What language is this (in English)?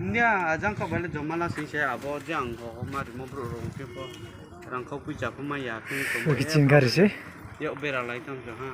Riang (India)